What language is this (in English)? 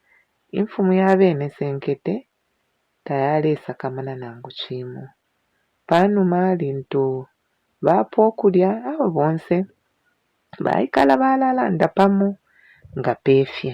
Bemba